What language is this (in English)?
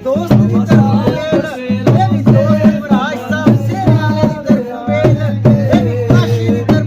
Pahari-Potwari